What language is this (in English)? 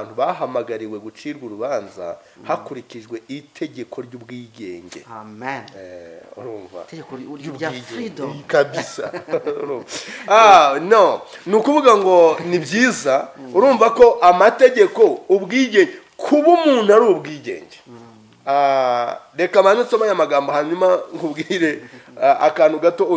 Kinyarwanda